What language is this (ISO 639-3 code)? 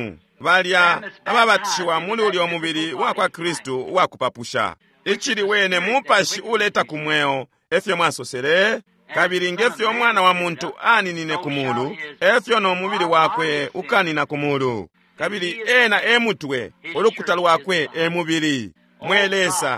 bem